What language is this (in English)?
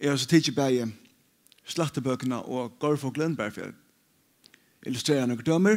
Faroese